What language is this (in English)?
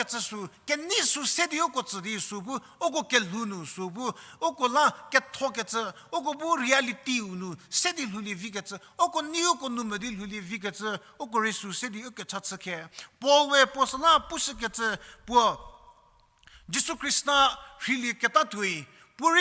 Angami Naga